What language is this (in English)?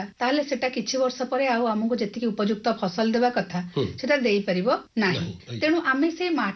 Odia